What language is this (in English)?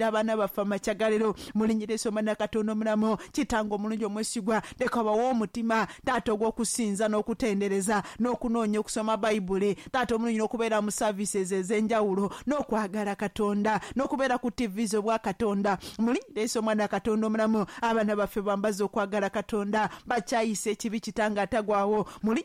Ganda